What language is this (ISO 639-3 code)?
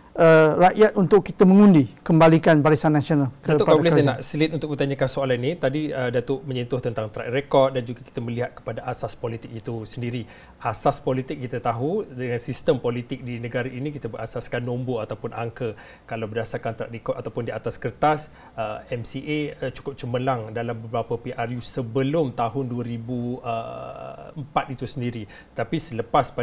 msa